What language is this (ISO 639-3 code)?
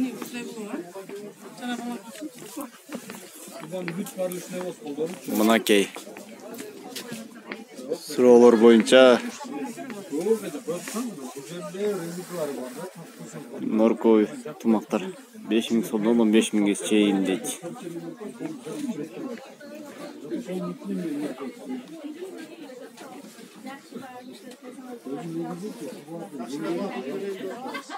kir